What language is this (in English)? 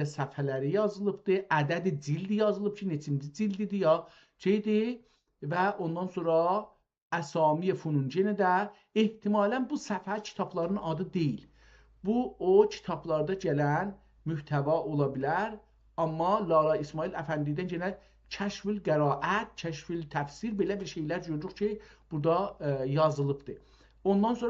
South Azerbaijani